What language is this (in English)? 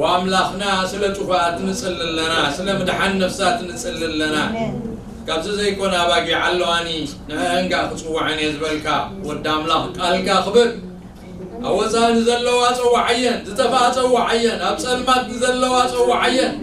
Tigrinya